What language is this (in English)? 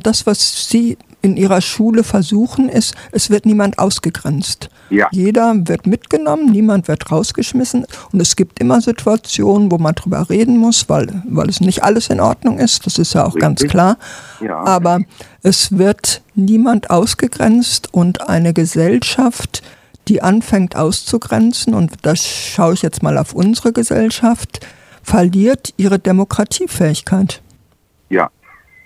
German